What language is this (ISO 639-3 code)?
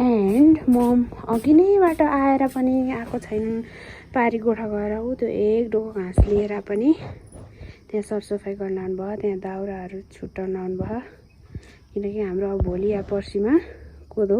nep